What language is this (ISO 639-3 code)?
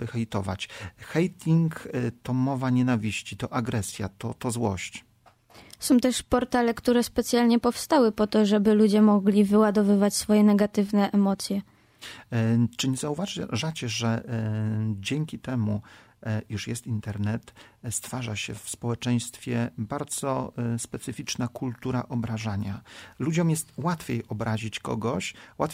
pol